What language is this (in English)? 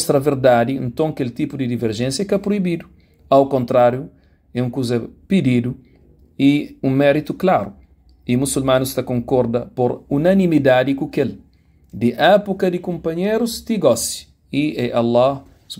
Kabuverdianu